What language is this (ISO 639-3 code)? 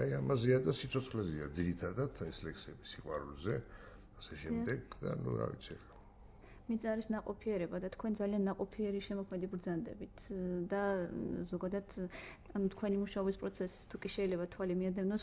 kat